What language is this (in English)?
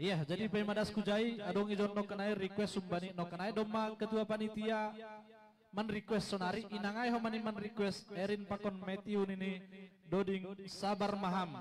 Batak Simalungun